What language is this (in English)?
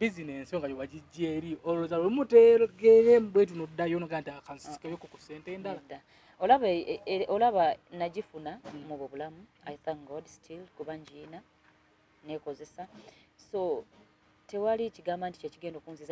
Ganda